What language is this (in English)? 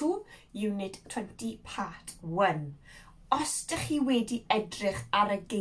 Welsh